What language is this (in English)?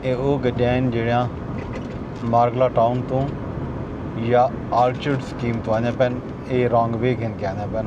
Saraiki